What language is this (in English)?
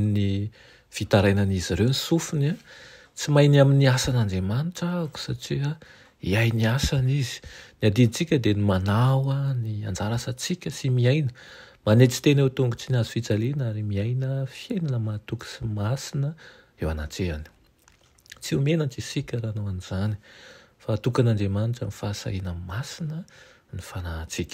Malagasy